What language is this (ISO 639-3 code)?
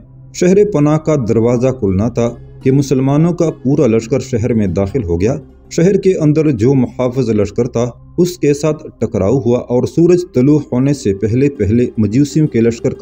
urd